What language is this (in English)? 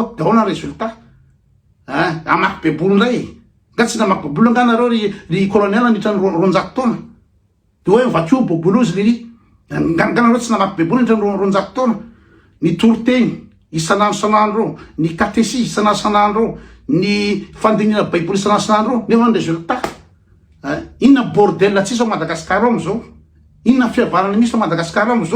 Malagasy